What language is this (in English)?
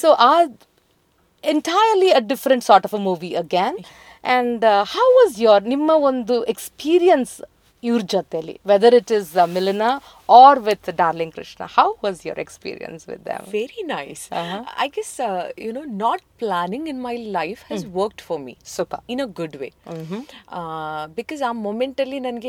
Kannada